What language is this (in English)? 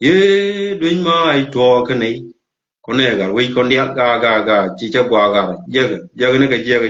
Nuer